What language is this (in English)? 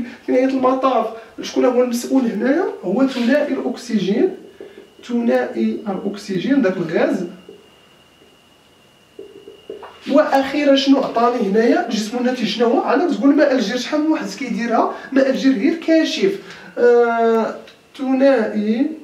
Moroccan Arabic